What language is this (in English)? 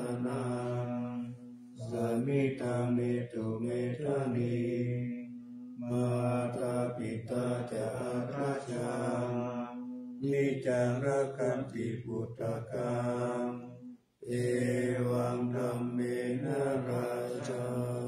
Pali